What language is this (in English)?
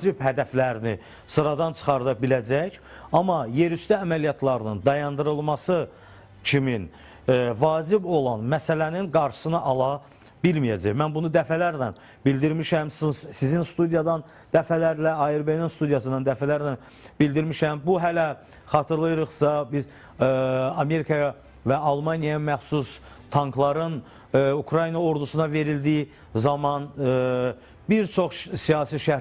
Azerbaijani